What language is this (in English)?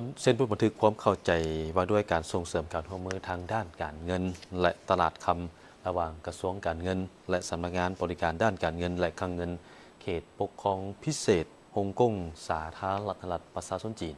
Lao